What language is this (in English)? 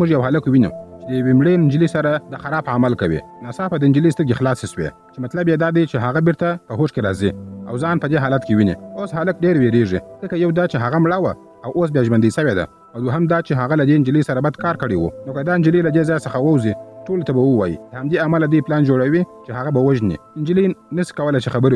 Pashto